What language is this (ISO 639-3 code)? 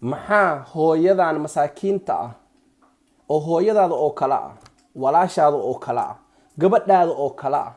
som